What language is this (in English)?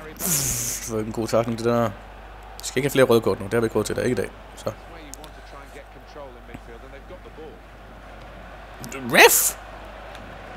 Danish